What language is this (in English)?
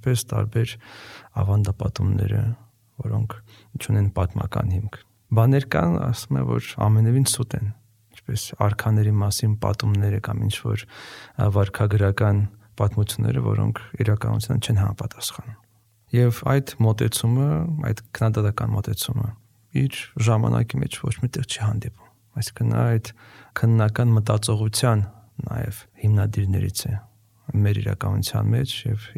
Armenian